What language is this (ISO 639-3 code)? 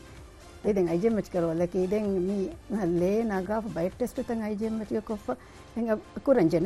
div